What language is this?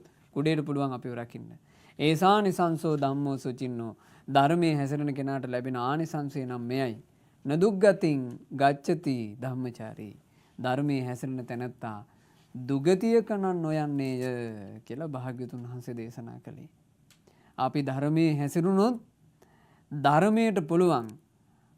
Sinhala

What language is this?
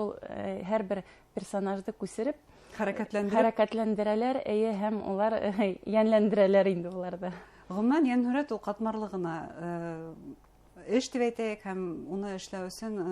Bashkir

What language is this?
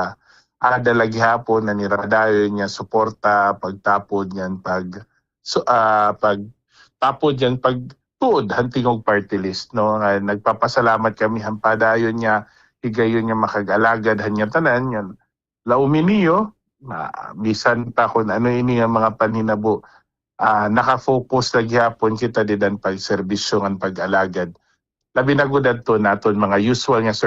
Waray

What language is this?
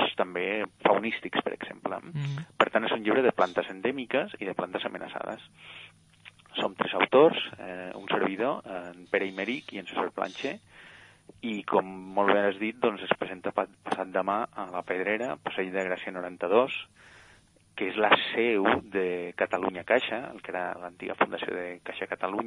Catalan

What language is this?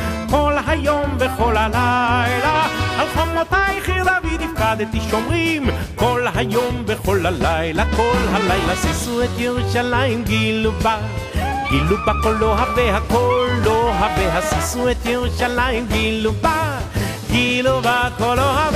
Hebrew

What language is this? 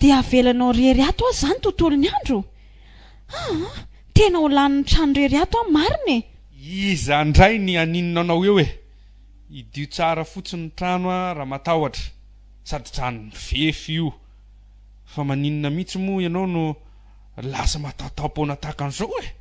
Malagasy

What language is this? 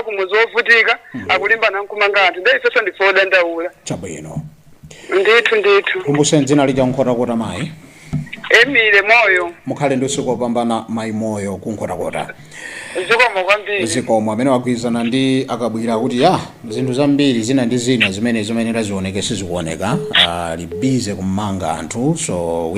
Nyanja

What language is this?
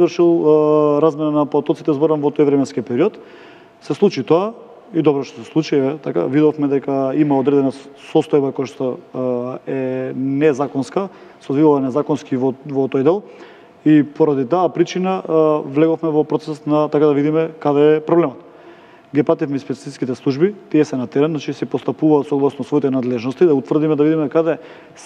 Macedonian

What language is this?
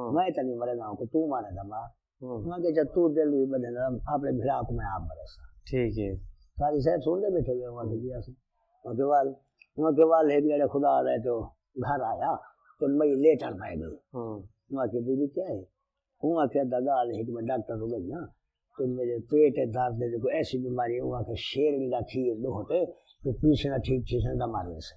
Saraiki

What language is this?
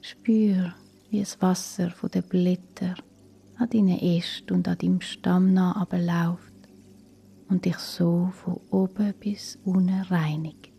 Swiss German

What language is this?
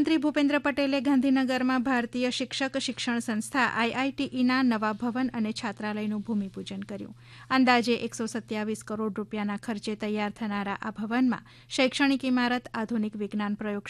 Gujarati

